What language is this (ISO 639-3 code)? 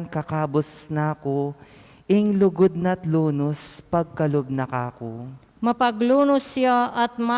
pam